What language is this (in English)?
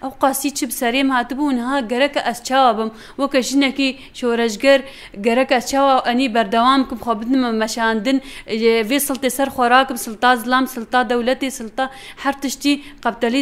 Kurdish